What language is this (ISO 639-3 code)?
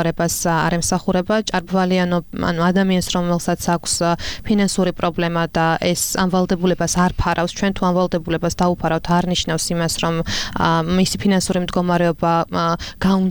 kat